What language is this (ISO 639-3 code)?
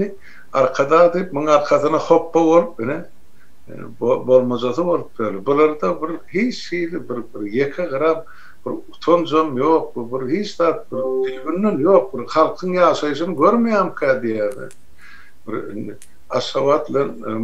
tuk